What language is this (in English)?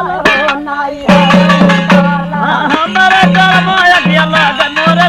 Bhojpuri